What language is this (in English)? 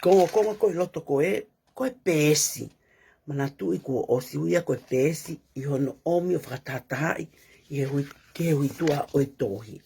Tongan